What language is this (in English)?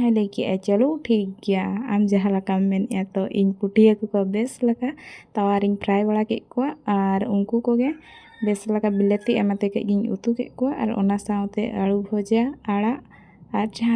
Santali